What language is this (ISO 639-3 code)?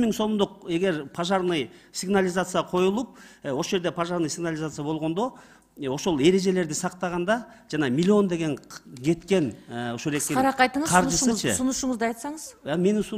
kir